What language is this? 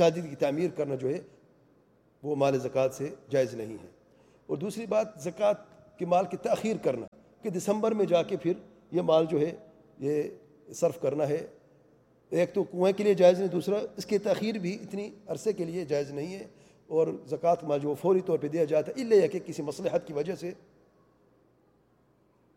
Urdu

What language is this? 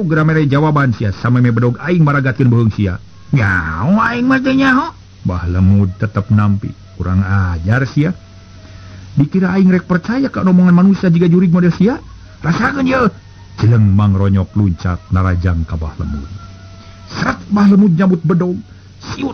Sundanese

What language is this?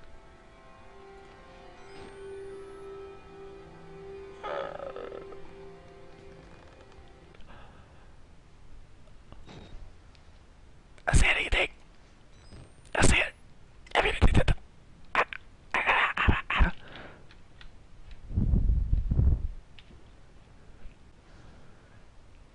Swedish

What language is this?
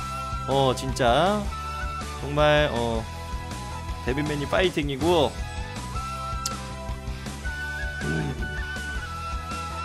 Korean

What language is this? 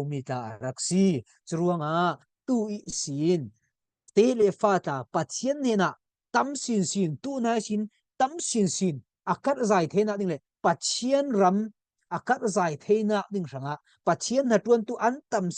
Falam Chin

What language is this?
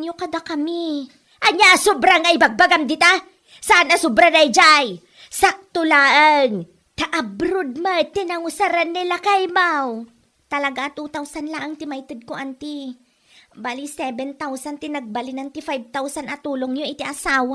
Iloko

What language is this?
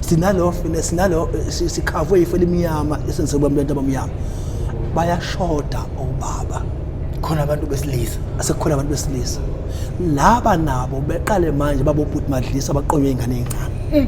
Zulu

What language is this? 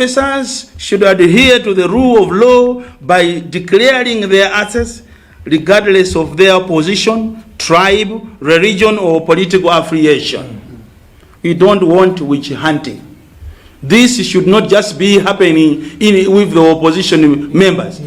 Nyanja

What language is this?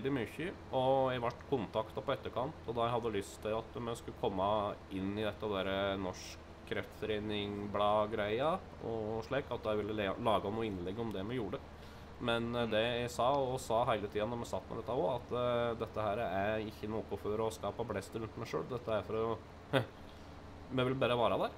Norwegian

